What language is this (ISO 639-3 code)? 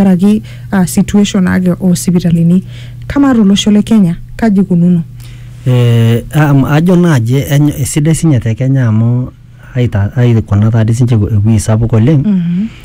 mas